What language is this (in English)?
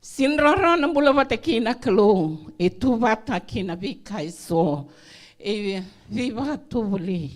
Fijian